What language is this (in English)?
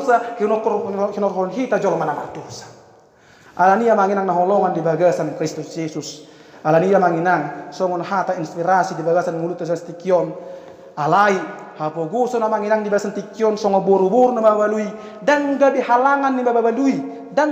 Batak Toba